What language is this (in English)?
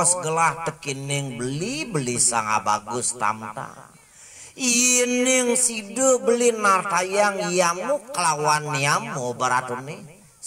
Balinese